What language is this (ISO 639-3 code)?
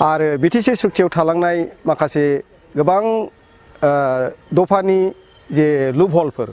brx